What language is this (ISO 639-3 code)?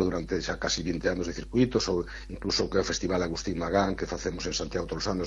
glg